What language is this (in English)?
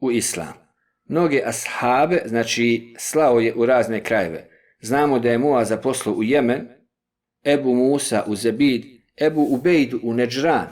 Bosnian